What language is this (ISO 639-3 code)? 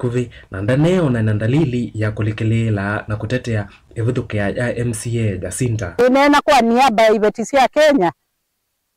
kam